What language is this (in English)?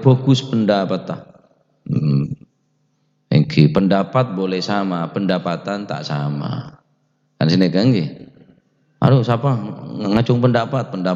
Madurese